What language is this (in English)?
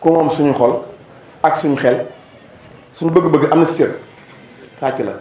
Wolof